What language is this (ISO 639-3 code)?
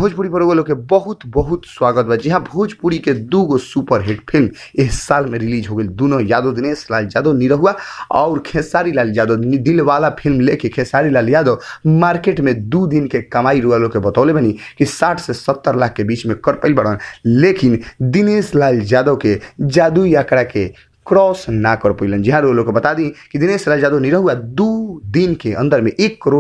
bho